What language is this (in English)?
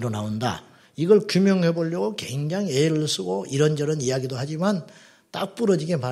Korean